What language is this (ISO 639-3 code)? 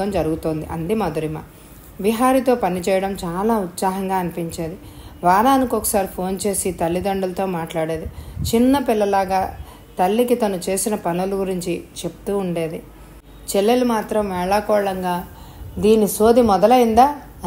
tel